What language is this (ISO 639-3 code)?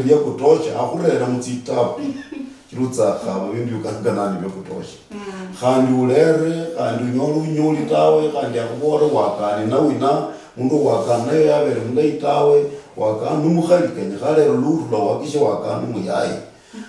luy